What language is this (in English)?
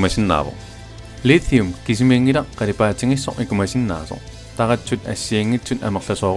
Kalaallisut